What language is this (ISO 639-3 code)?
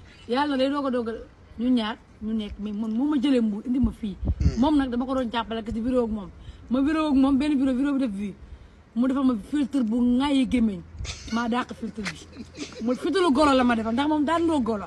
wol